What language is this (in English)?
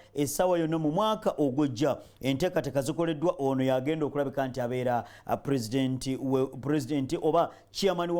Ganda